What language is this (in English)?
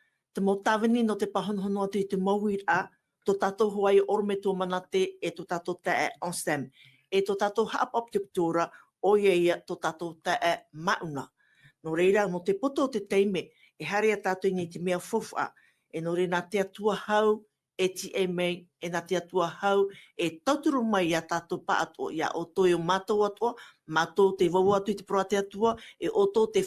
Tahitian